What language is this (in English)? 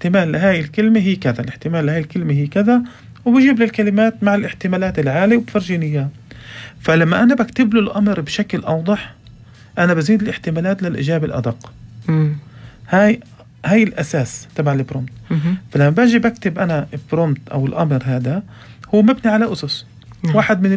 North Levantine Arabic